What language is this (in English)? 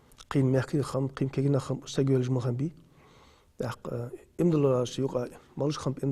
Ingush